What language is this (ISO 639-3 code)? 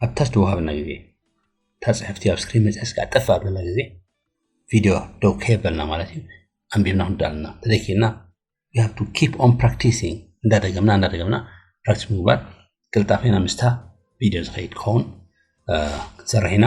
tir